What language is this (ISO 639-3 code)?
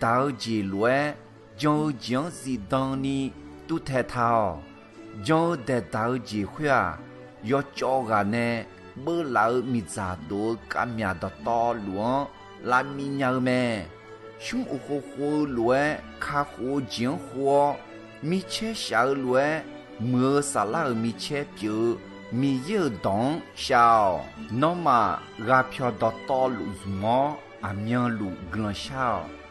ahk